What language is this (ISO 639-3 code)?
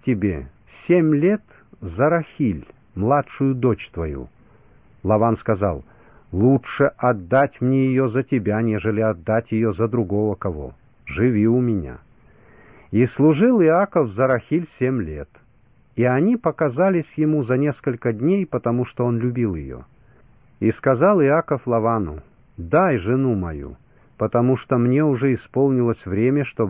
rus